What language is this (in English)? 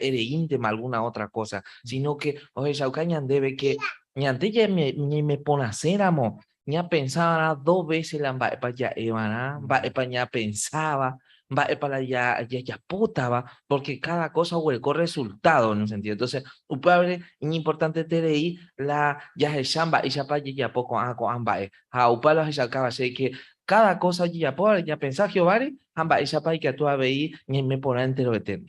Guarani